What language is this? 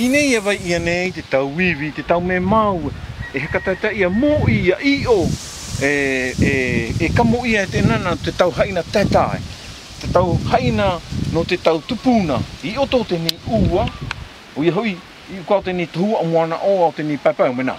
South Marquesan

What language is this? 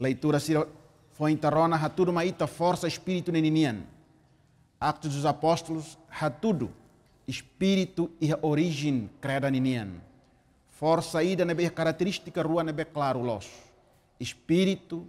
Tetum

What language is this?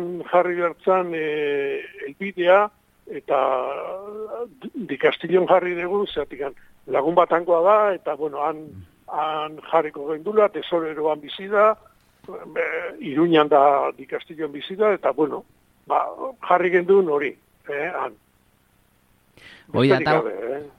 Basque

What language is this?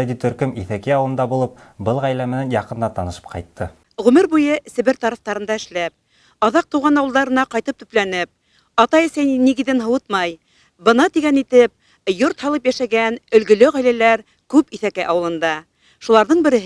Bashkir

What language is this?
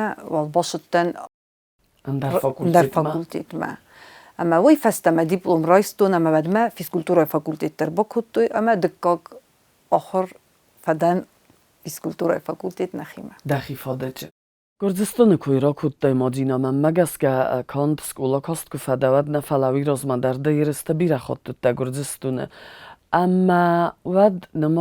Ossetic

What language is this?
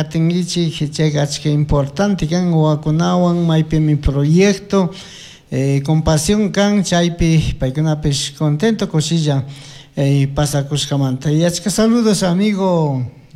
Chimborazo Highland Quichua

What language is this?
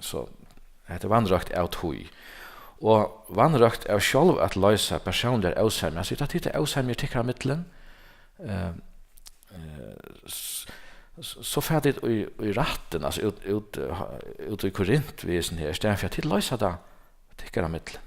Faroese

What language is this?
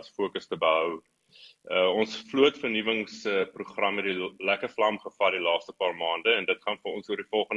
Afrikaans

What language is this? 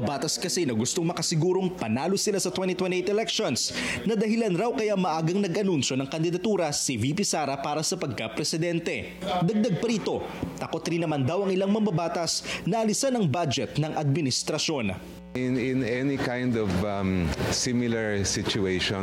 Filipino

